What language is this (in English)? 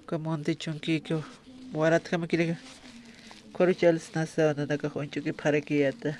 Aymara